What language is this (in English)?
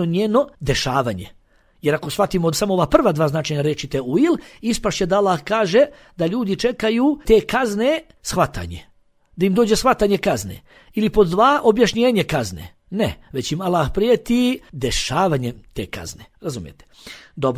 Bosnian